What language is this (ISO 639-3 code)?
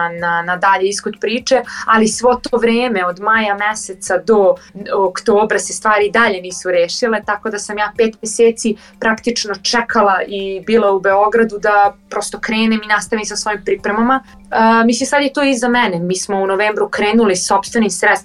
srp